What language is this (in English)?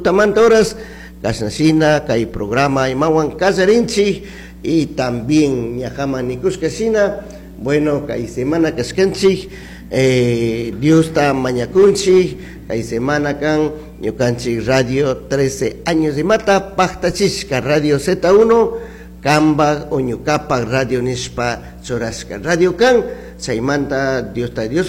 Chimborazo Highland Quichua